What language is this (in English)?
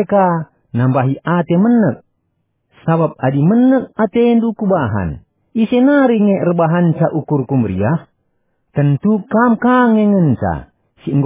Batak Karo